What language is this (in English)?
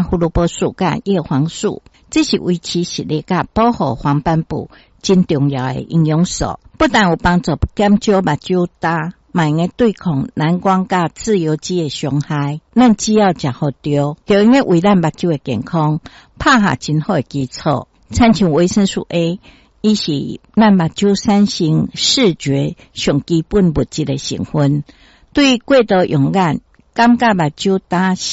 Min Nan Chinese